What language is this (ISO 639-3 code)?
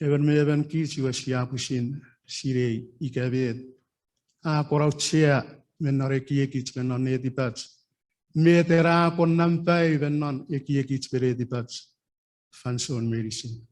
chk